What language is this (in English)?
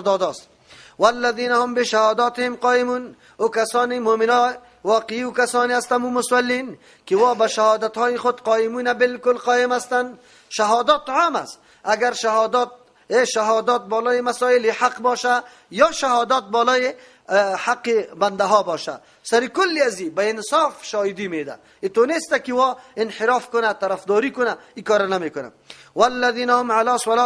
Persian